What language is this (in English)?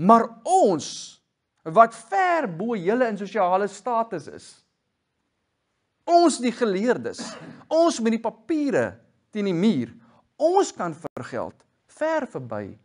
Afrikaans